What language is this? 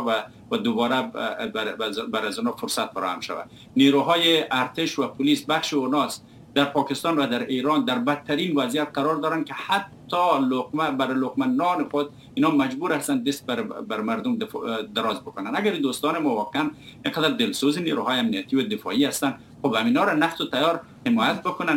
Persian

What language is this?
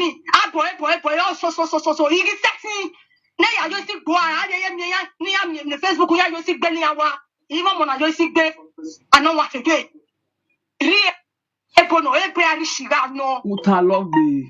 Nigerian Pidgin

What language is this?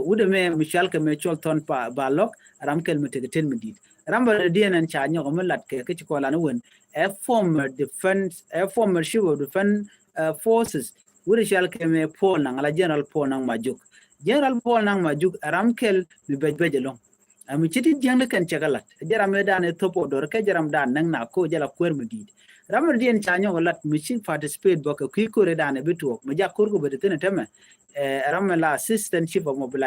Nuer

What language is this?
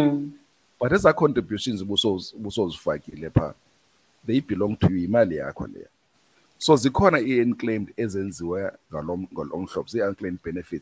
Xhosa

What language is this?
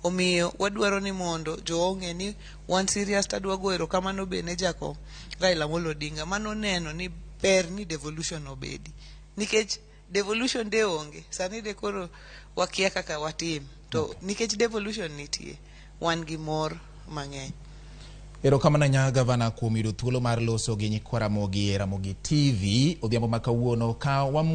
Luo (Kenya and Tanzania)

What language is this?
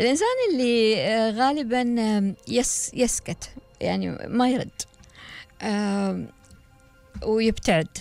Gulf Arabic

